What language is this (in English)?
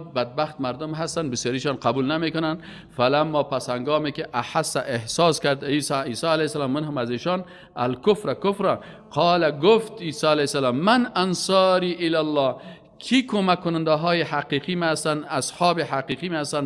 Persian